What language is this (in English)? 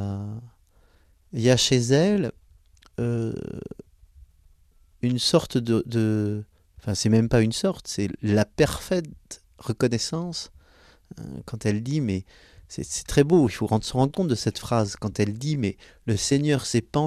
French